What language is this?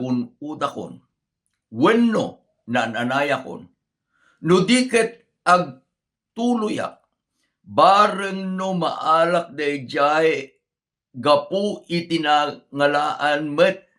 Iloko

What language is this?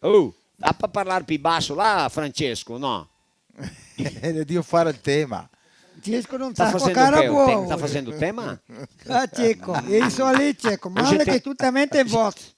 Venetian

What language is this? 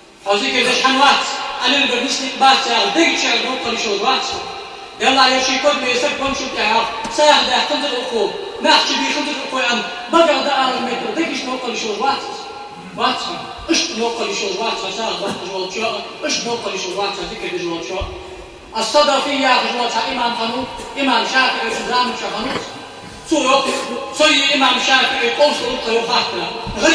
Ingush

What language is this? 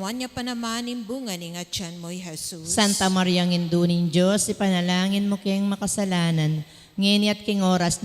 Pampanga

